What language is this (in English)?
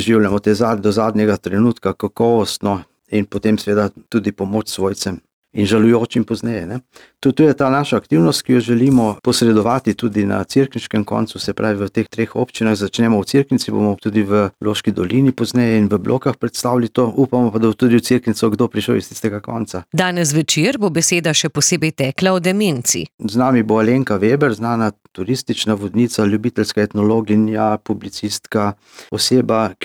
Slovenian